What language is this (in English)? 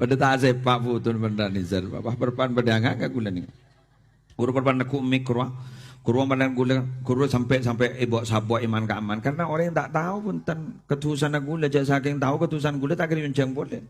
Madurese